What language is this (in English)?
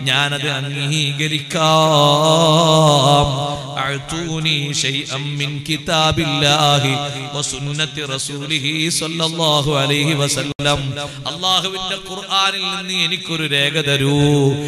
Malayalam